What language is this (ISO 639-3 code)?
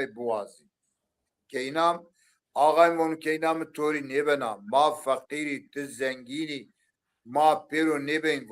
zza